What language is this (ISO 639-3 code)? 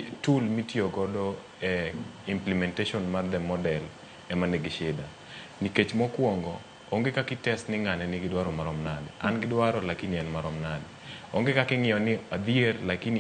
luo